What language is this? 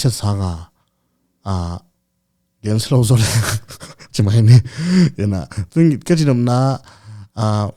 Tedim Chin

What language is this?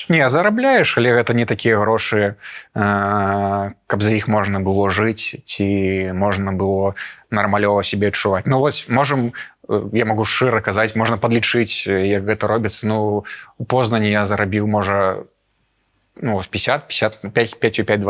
Belarusian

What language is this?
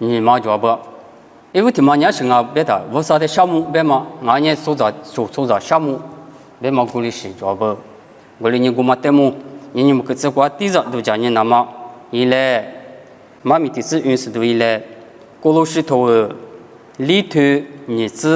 Lisu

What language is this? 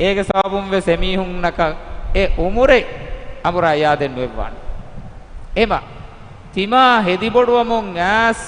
Divehi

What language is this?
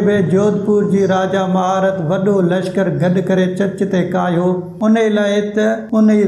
Sindhi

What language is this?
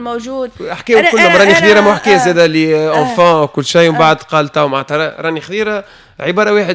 Tunisian Arabic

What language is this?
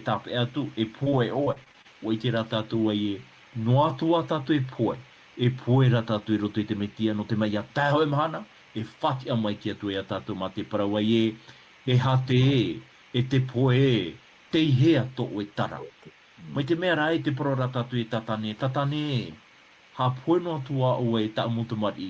Tahitian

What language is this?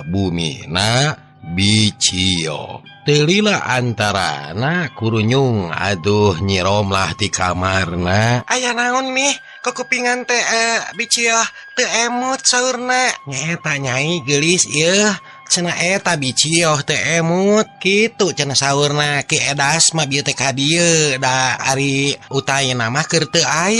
Sundanese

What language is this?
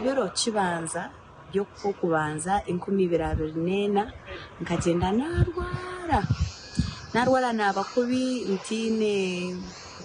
Nyankole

